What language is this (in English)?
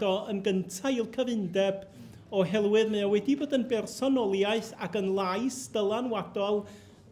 Welsh